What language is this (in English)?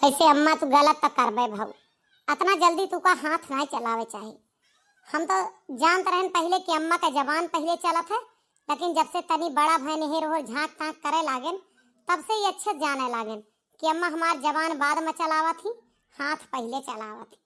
Awadhi